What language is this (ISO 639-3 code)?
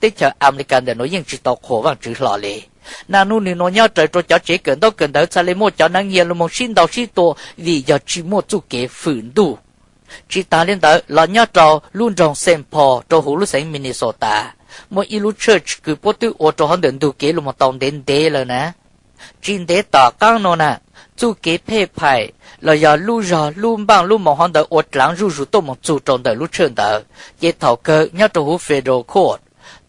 hmn